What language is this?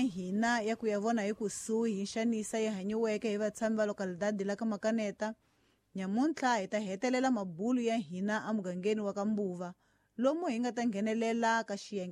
Tsonga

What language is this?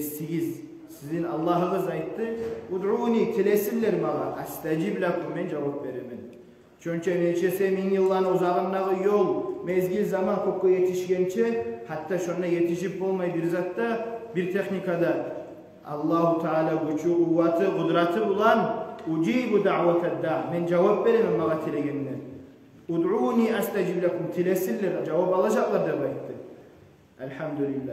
Kumyk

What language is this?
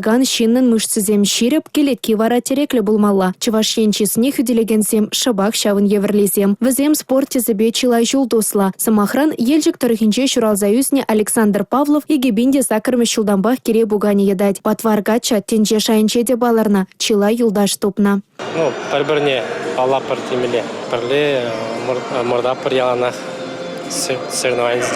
Chuvash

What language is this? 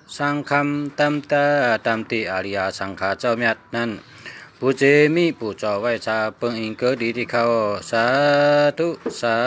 Shan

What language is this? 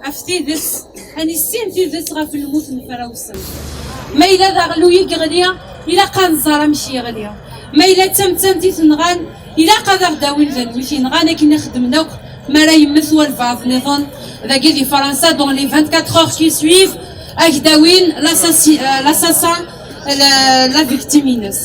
Kabyle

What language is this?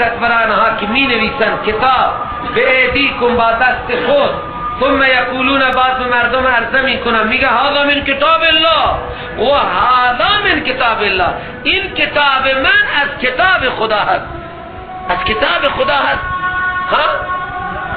Persian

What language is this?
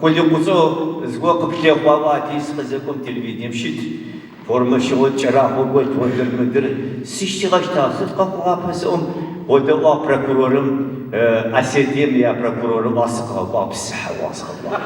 Adyghe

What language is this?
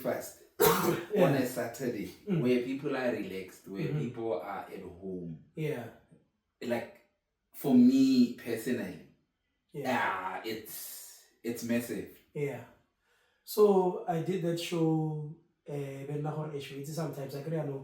Tswana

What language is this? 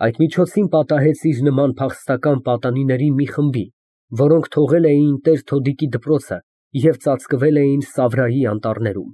Armenian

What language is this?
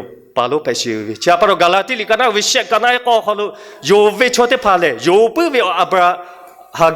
Lahu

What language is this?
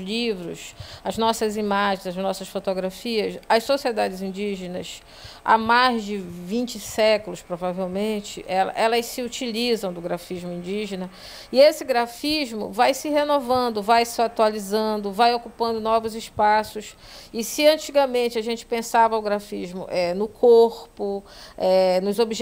Portuguese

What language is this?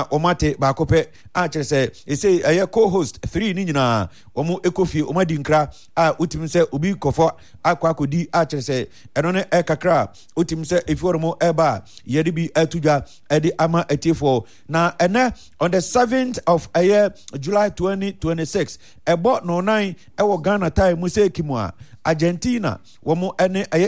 Akan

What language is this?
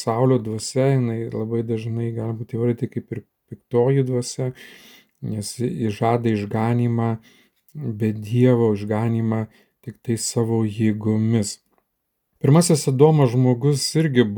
Lithuanian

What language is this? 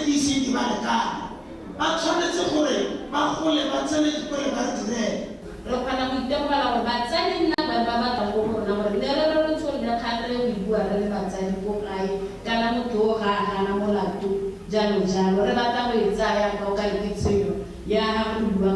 Tswana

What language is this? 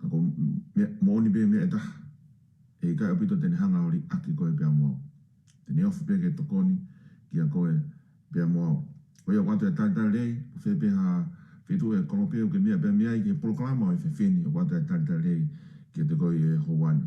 Tongan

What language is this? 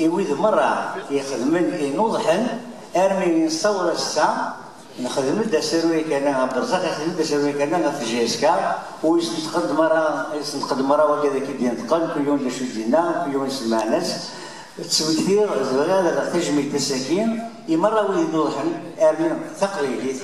Kabyle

